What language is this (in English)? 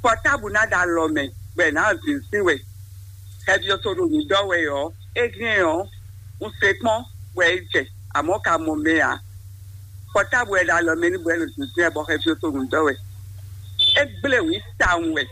Fon